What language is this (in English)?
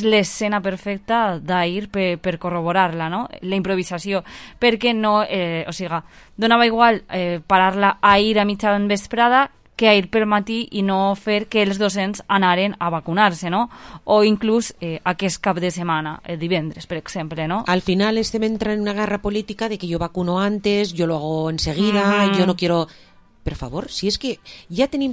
Catalan